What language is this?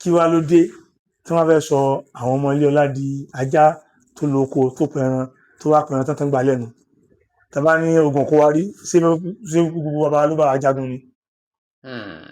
Yoruba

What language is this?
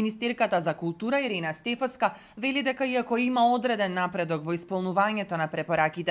Macedonian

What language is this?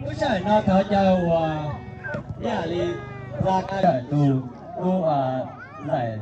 Hmong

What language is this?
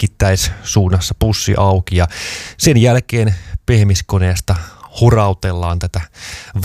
Finnish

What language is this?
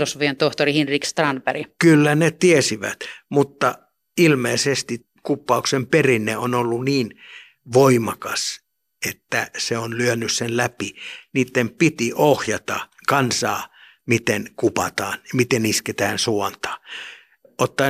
Finnish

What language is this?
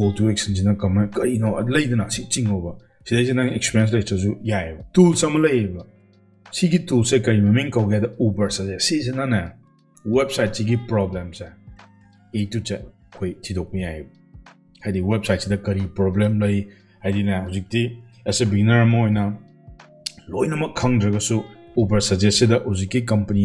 Manipuri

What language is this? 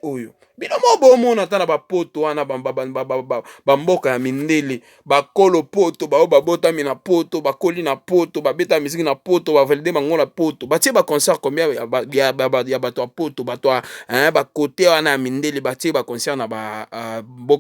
Lingala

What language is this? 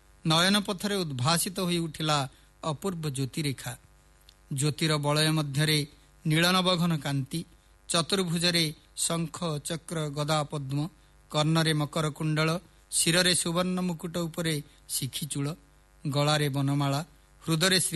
Odia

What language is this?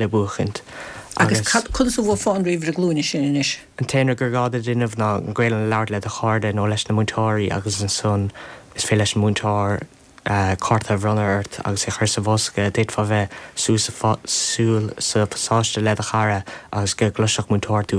Irish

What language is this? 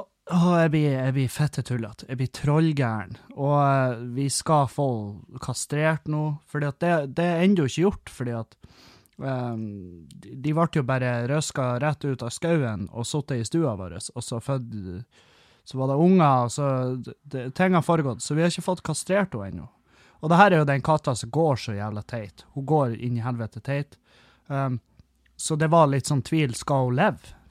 Norwegian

